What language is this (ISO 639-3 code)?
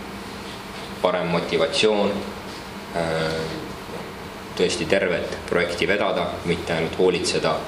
est